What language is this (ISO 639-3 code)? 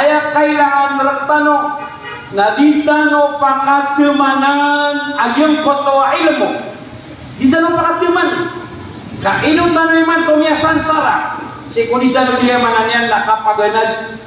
mrw